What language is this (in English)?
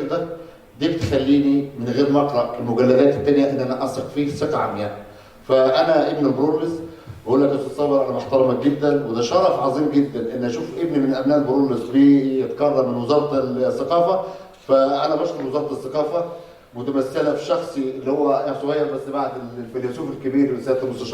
Egyptian Arabic